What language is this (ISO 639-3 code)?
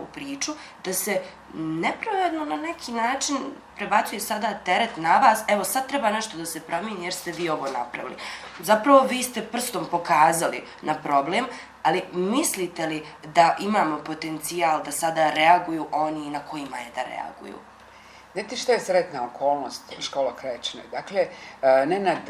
bos